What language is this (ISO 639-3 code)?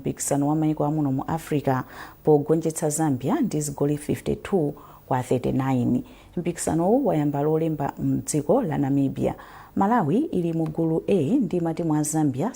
nya